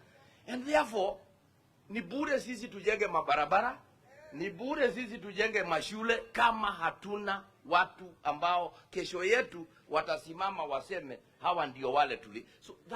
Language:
Kikuyu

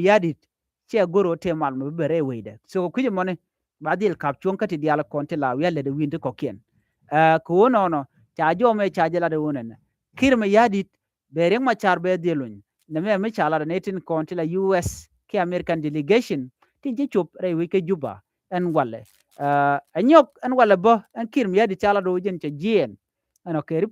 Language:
Nuer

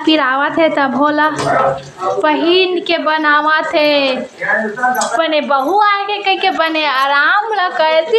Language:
Chhattisgarhi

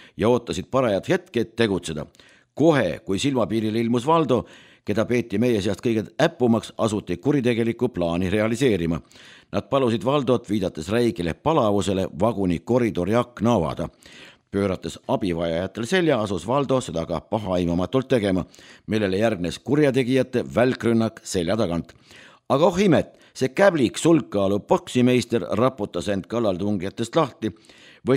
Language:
Estonian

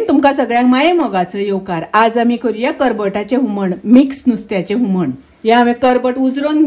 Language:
Konkani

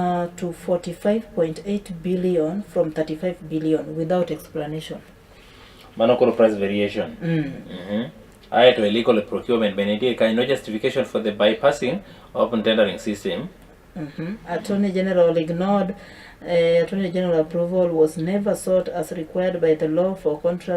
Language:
Luo (Kenya and Tanzania)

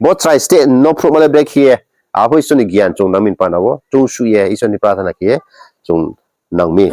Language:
Riang (India)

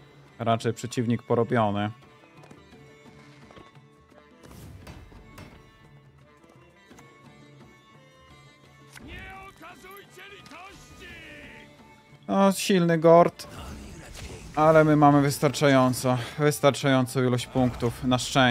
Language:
Polish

